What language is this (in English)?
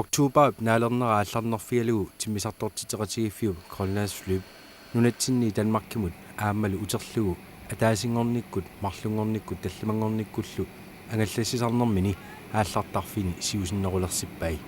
Kalaallisut